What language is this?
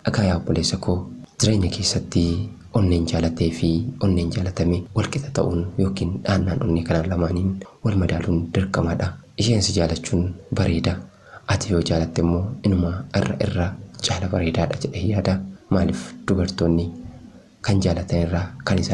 Oromo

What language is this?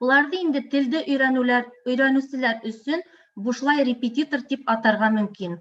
Bashkir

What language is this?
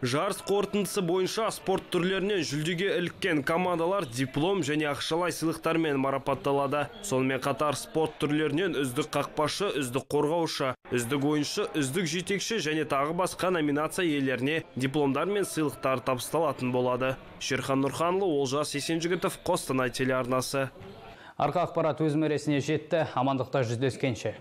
Kazakh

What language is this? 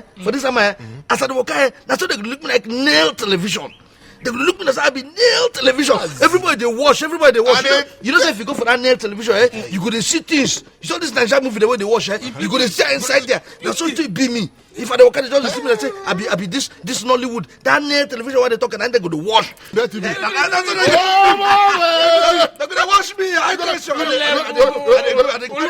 Nigerian Pidgin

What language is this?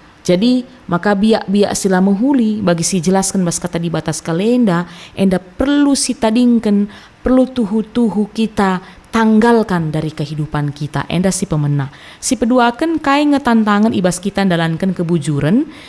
Batak Karo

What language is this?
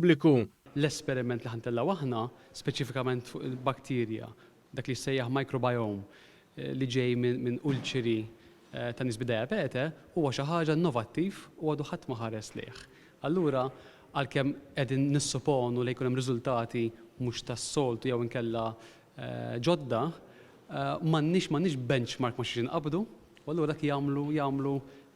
Maltese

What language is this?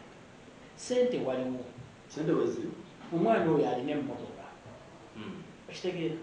Ganda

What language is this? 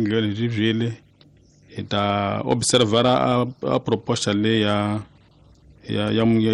Tsonga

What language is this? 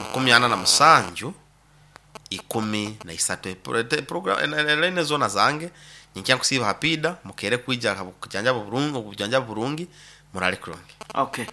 Nyankole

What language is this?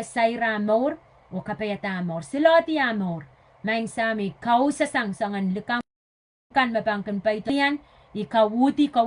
Pohnpeian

